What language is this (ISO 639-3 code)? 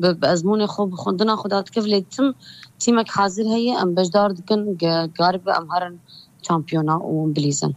kur